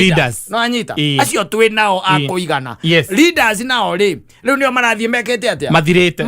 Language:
Kikuyu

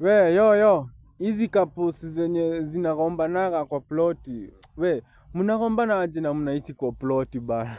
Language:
Swahili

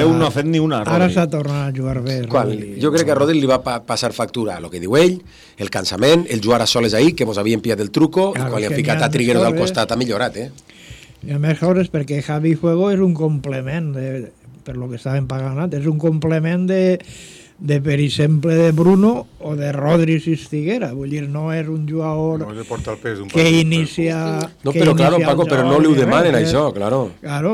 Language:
Catalan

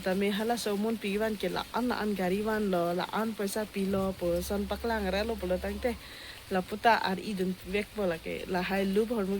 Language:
Karbi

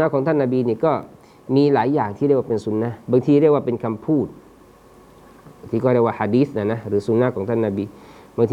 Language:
Thai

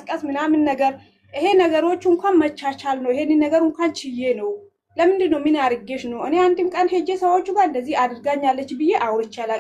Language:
Amharic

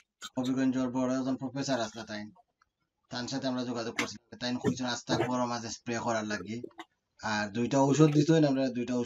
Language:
Sylheti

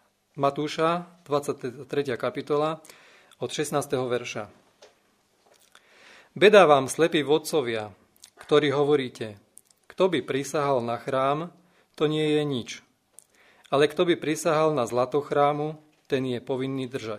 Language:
Slovak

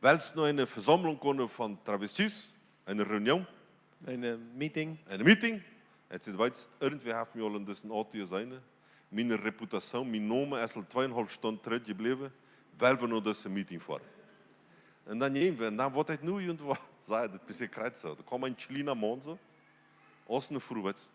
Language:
Plautdietsch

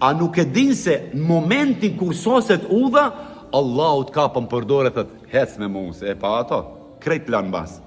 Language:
Albanian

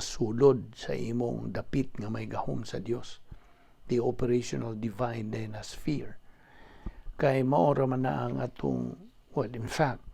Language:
Cebuano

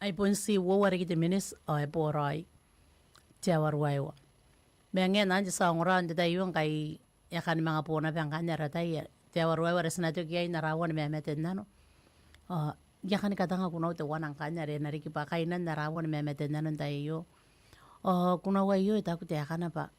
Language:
Gilbertese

